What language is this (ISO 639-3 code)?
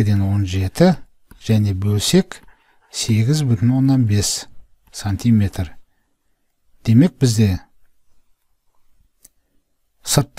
kaz